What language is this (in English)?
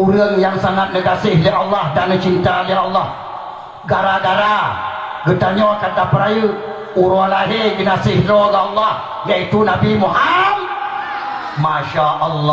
Achinese